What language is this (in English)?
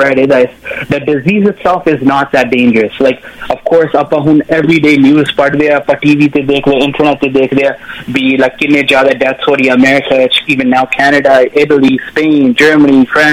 Punjabi